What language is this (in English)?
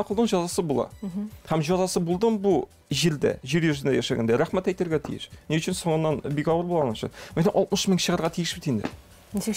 Tatar